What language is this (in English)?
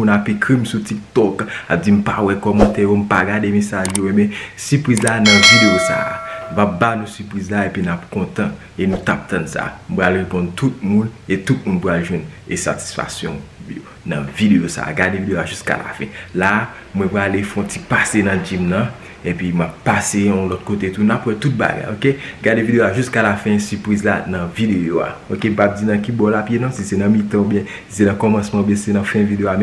Haitian Creole